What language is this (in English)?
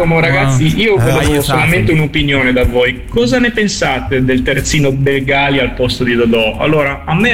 Italian